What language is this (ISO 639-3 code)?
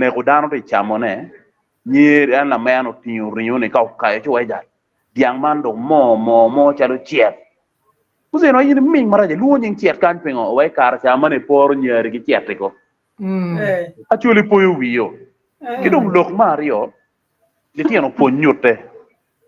ach